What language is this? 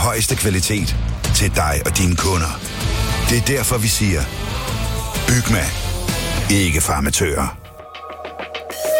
Danish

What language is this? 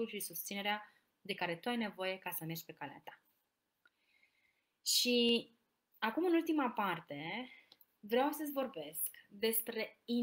Romanian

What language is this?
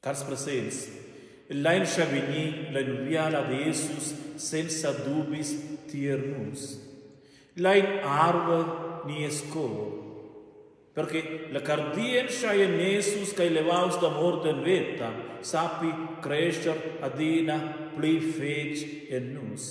Romansh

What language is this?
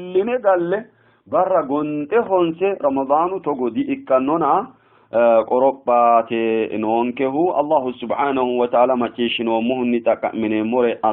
Sidamo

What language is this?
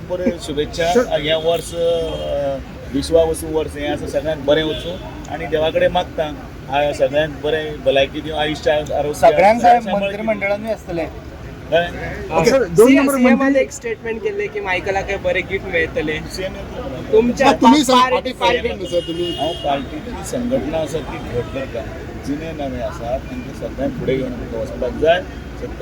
Konkani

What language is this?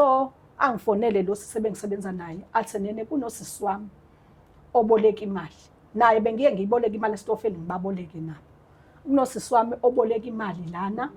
Zulu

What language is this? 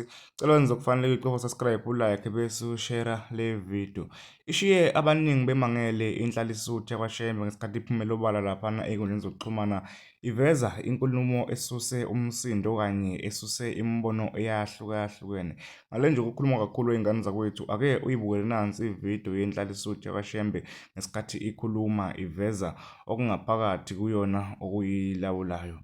Zulu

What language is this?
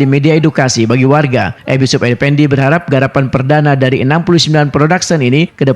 Banjar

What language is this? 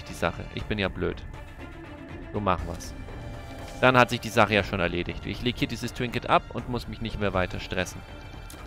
German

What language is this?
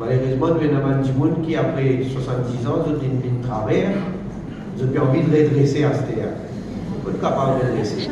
Morisyen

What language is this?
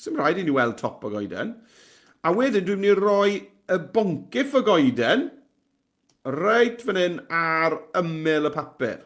Welsh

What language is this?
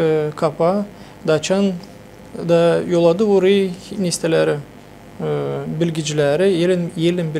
Gagauz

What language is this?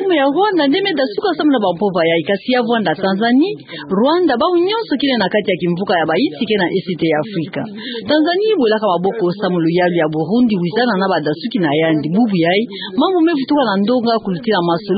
Kituba (Democratic Republic of Congo)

